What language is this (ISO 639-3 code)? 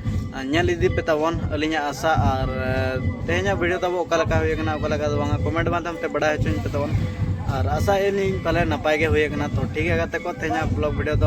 sat